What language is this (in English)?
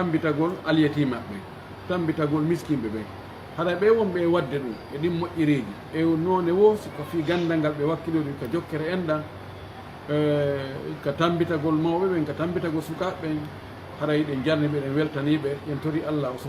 Pular